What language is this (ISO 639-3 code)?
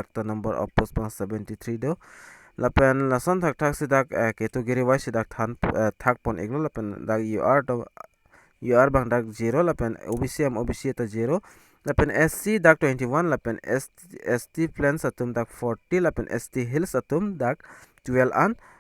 mjw